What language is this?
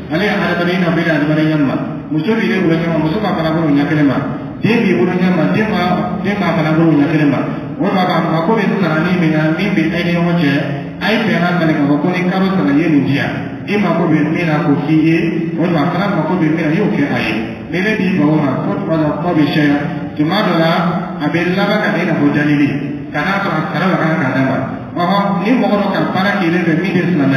Dyula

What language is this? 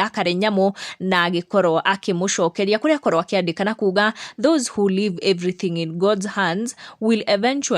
Kikuyu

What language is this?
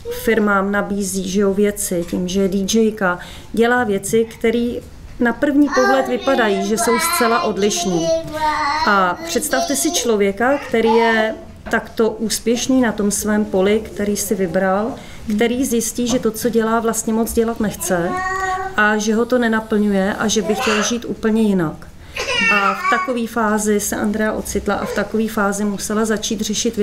Czech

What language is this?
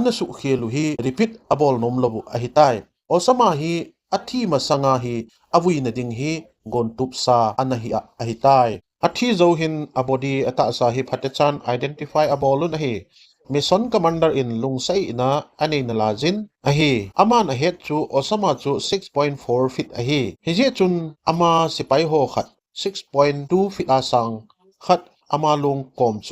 Thado Chin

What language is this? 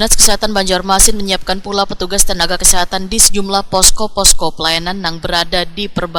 Banjar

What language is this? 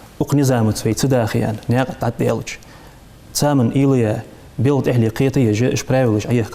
Ingush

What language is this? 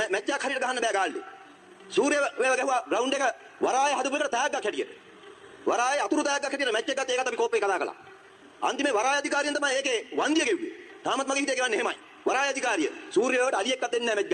Sinhala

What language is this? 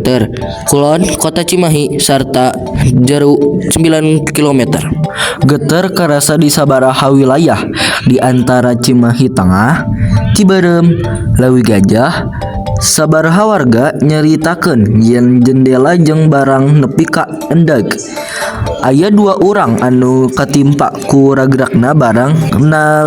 Sundanese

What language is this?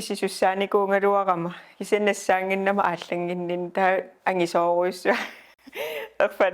Kalaallisut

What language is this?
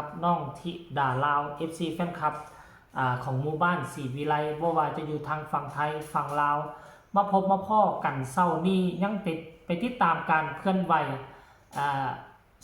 Lao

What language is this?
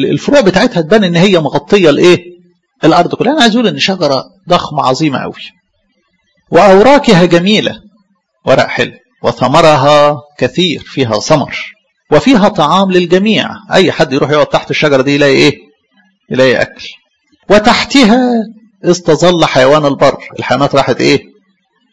Egyptian Arabic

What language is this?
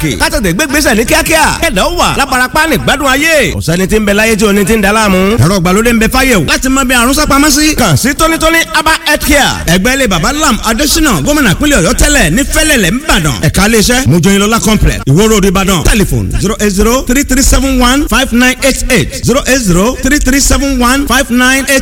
Yoruba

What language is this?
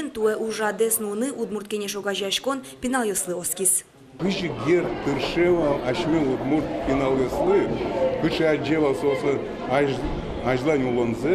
Udmurt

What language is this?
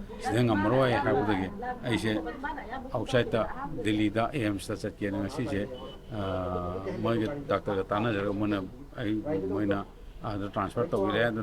Manipuri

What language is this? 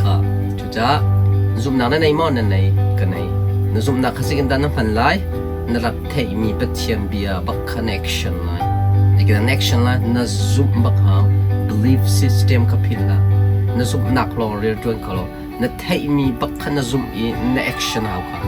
Hakha Chin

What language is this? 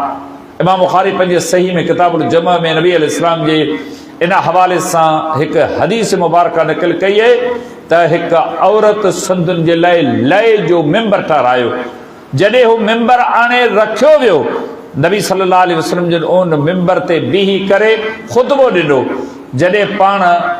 Sindhi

